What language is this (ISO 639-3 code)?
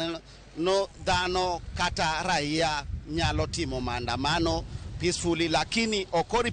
luo